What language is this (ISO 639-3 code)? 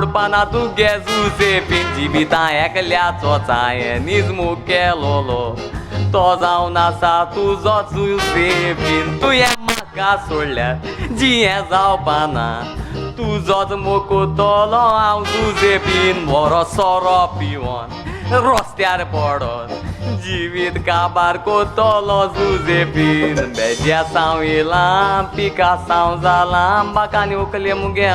kok